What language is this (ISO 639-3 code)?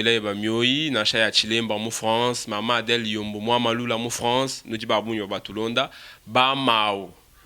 lua